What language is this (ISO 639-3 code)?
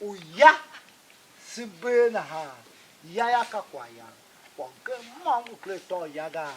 tiv